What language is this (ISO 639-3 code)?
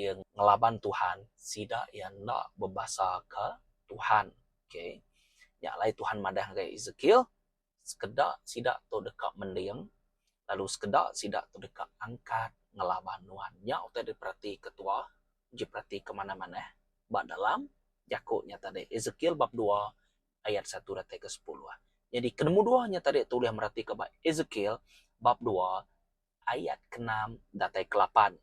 iba